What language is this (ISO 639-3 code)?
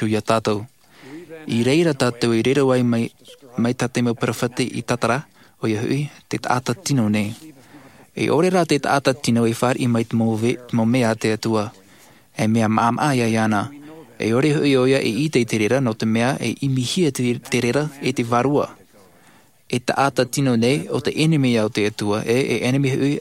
tah